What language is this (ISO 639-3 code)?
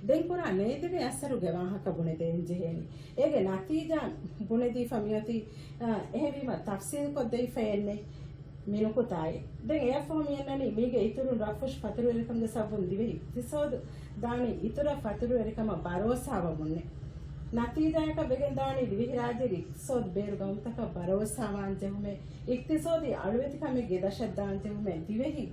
div